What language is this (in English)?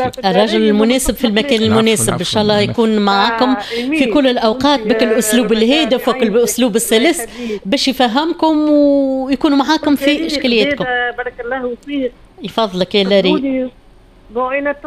Tunisian Arabic